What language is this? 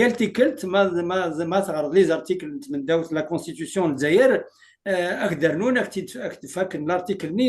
Kabyle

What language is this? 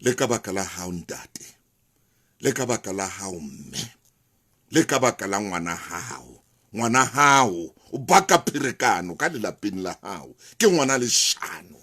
Southern Sotho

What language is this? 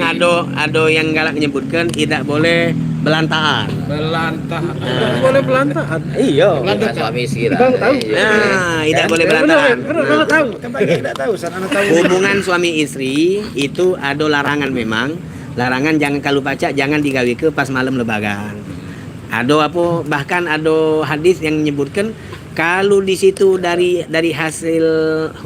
Musi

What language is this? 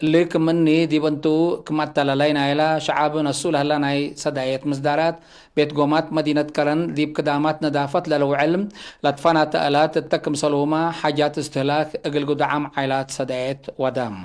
Tigre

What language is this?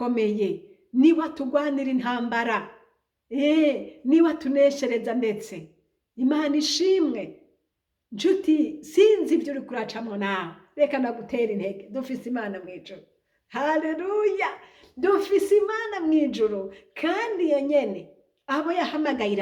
Rundi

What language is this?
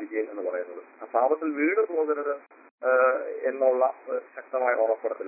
Malayalam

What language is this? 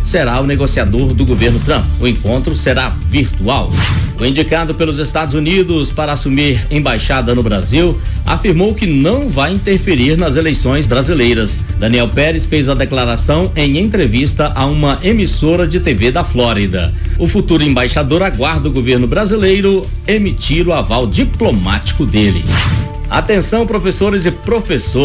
Portuguese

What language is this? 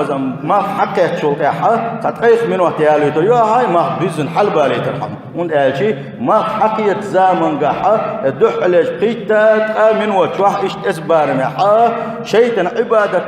Chechen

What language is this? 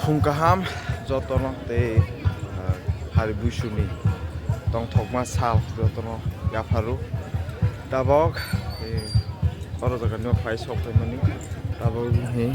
Kok Borok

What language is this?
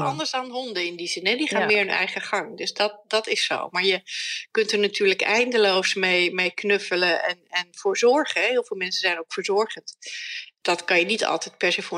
Dutch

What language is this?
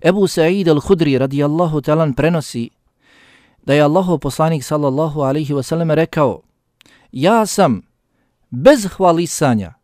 Bosnian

